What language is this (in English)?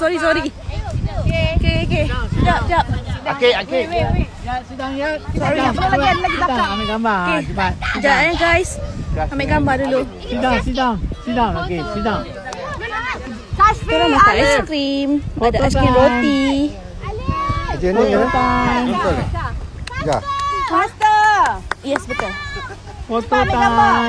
Malay